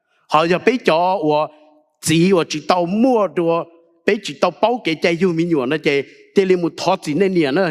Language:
Hmong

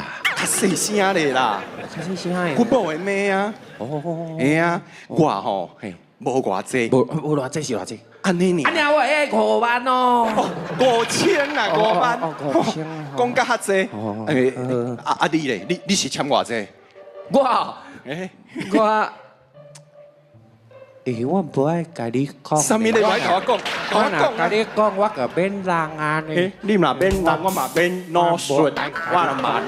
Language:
Min Nan Chinese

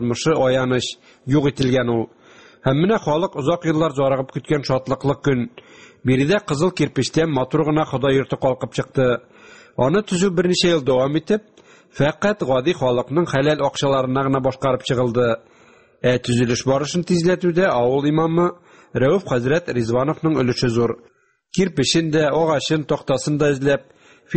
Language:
Tatar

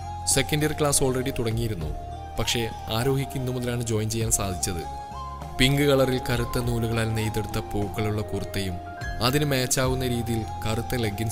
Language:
Malayalam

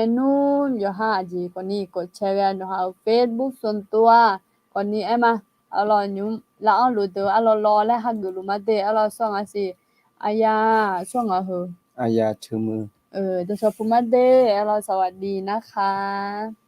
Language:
Akha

